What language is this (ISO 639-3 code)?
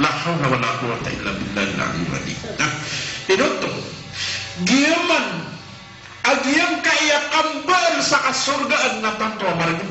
mrw